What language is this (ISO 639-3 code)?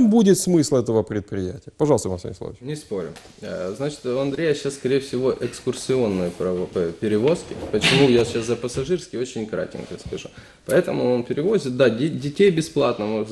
rus